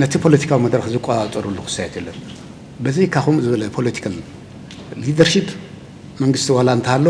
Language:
Tigrinya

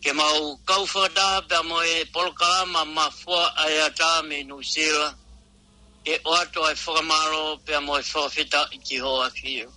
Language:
Tongan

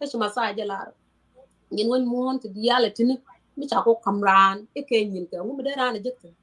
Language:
Nuer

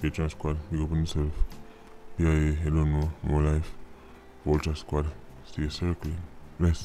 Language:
Jamaican Creole English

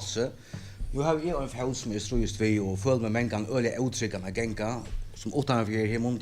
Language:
Faroese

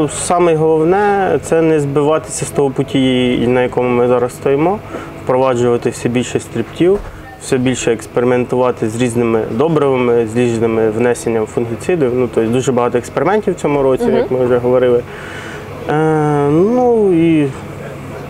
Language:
Ukrainian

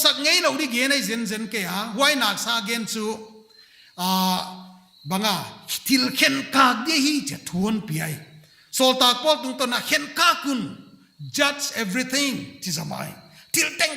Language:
Paite Chin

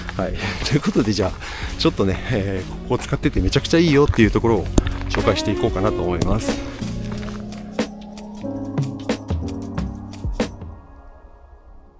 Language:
Japanese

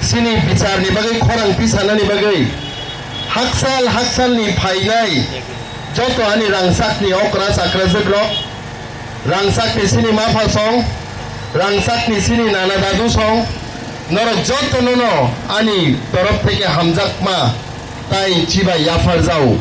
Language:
Kok Borok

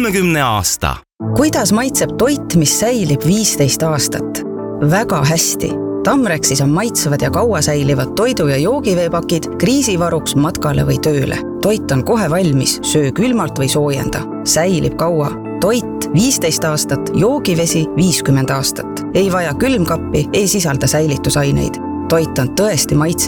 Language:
Estonian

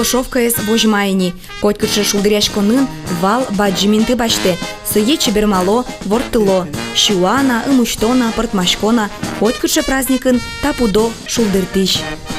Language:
Udmurt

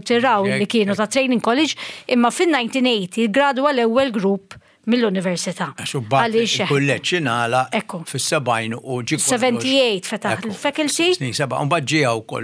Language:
Maltese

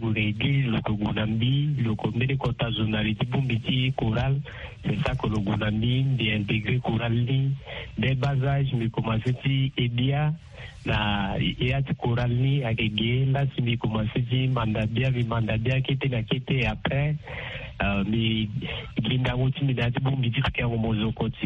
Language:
Sango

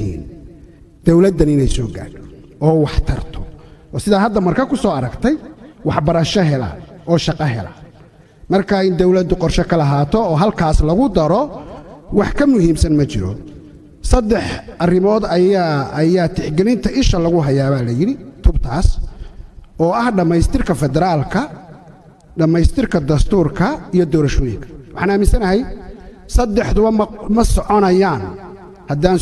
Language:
Somali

